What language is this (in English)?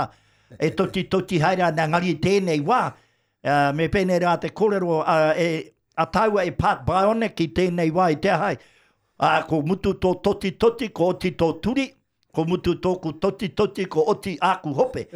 Māori